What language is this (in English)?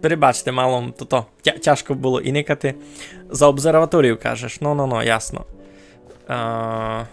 Rusyn